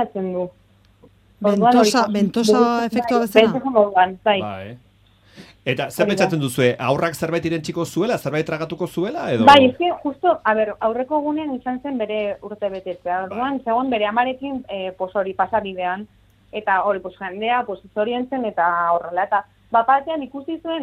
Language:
Basque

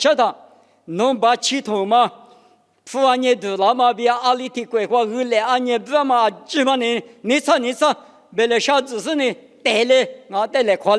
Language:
Lisu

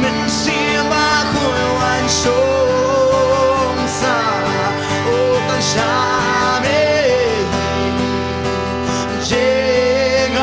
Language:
Khasi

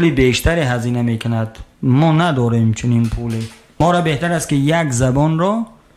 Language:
Tajik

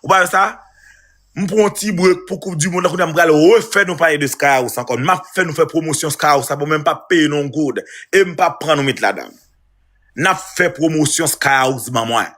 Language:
Haitian Creole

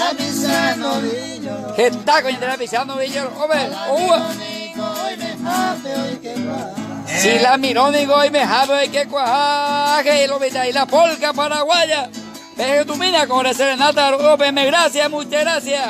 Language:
Guarani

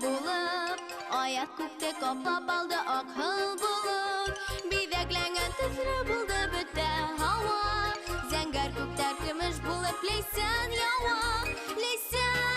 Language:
Bashkir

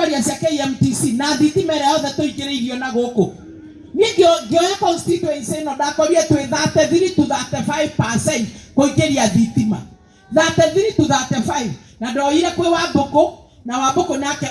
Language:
Kikuyu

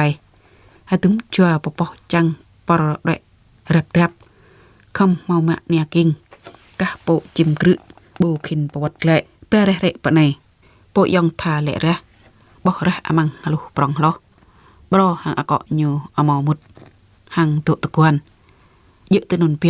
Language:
Jarai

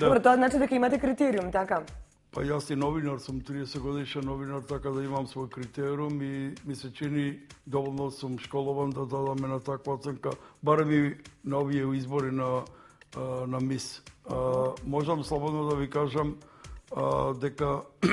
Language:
Macedonian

